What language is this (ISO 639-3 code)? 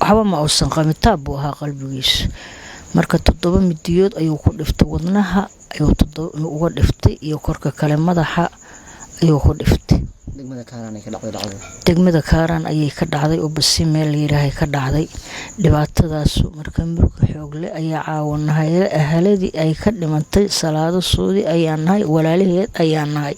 som